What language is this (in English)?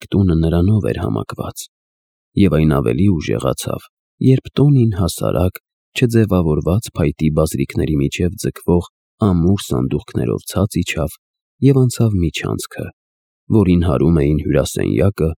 Armenian